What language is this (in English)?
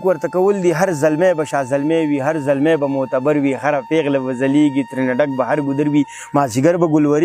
Pashto